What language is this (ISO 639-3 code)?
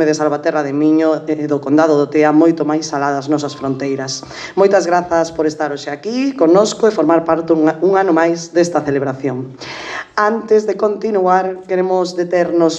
glg